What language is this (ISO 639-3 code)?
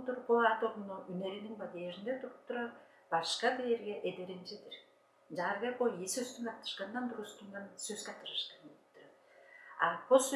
tyv